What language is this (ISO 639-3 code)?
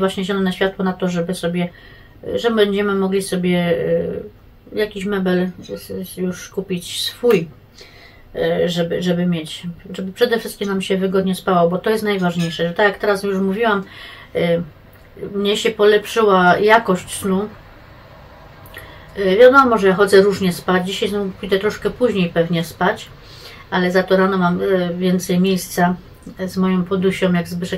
pol